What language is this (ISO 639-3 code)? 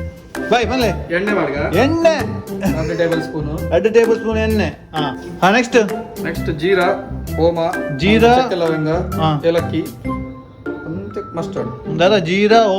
tcy